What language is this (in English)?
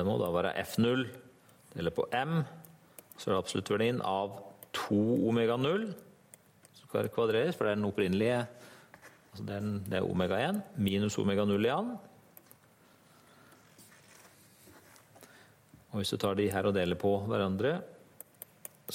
Norwegian